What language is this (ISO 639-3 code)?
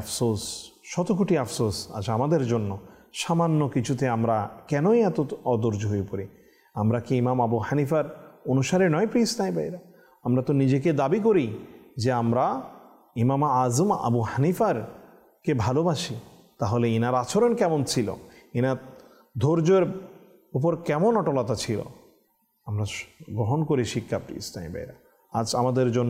ben